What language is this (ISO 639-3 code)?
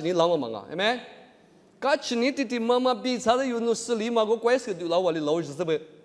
lis